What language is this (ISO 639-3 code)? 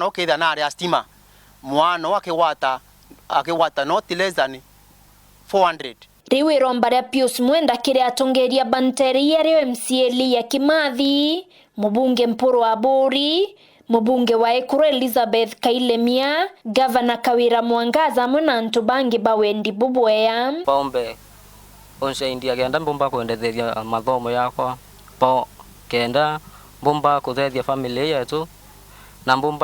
mer